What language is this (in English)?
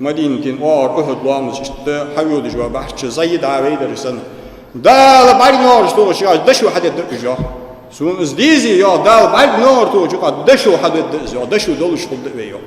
Ingush